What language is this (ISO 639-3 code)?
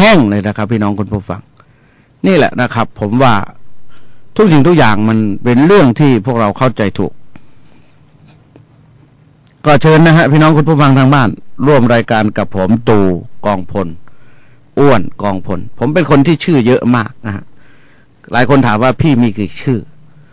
tha